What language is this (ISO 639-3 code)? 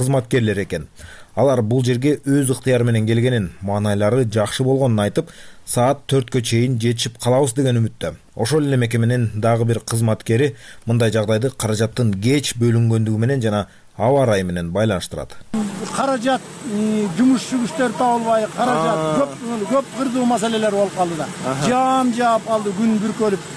kir